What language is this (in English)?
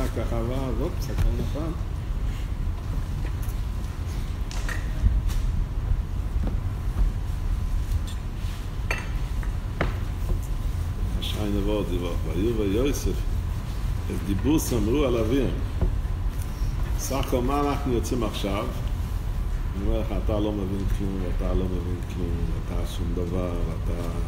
Hebrew